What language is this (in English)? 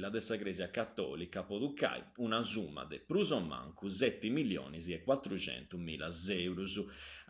Sardinian